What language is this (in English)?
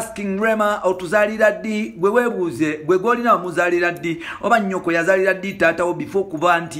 Ganda